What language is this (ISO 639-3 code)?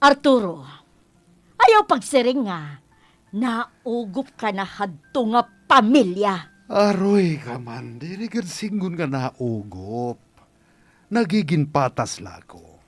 war